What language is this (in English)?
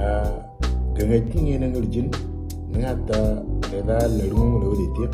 Moro